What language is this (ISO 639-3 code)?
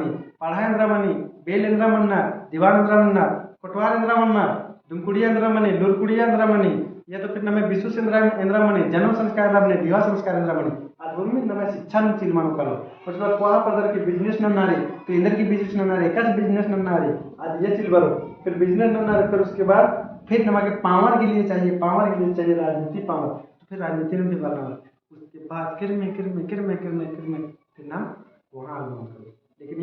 kru